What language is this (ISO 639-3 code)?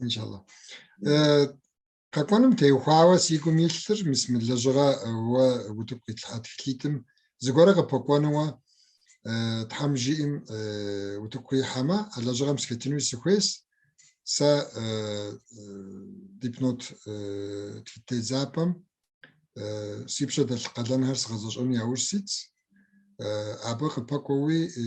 kbd